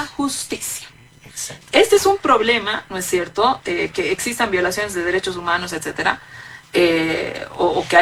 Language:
Spanish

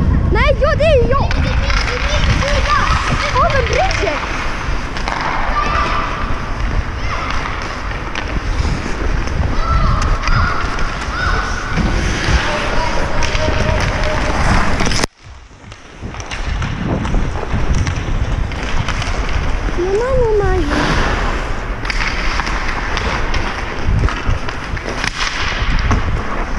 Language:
Swedish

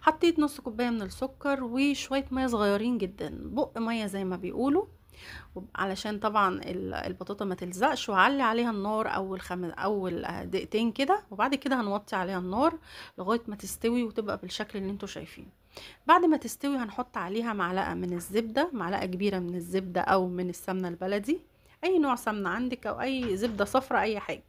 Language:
Egyptian Arabic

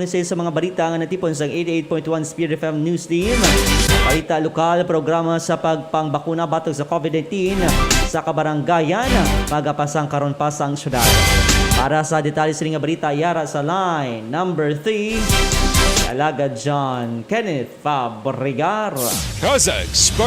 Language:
Hiligaynon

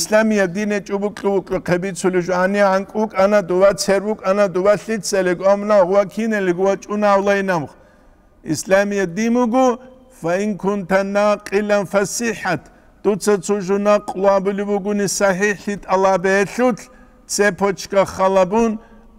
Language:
Avaric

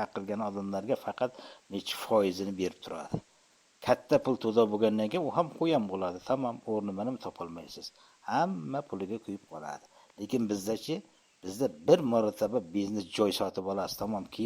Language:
Uzbek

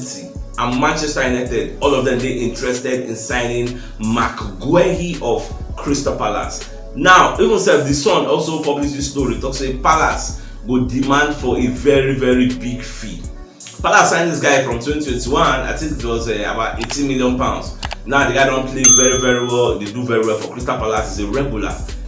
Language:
Nigerian Pidgin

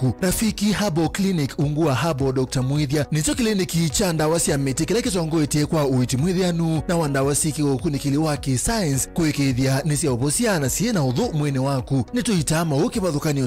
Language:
Kamba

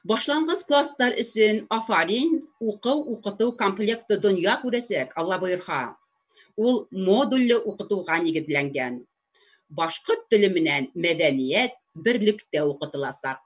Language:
Bashkir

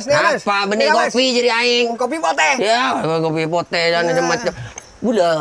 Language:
Madurese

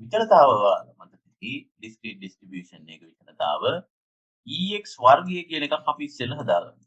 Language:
Sinhala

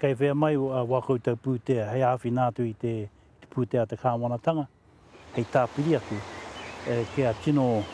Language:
Māori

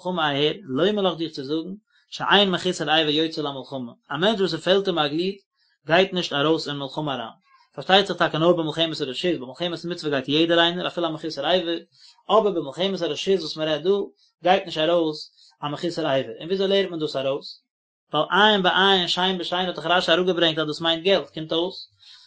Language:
Yiddish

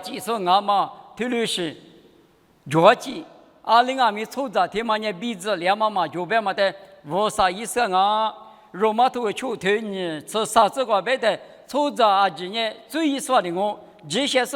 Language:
Lisu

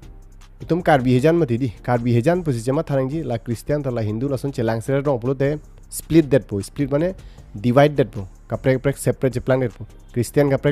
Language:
Karbi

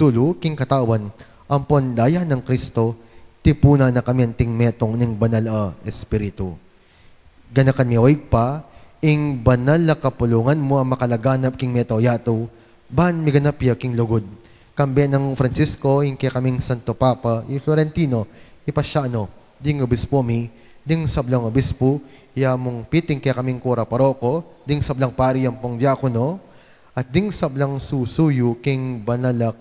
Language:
Pampanga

